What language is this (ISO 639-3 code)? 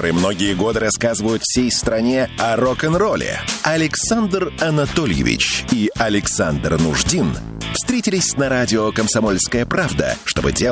rus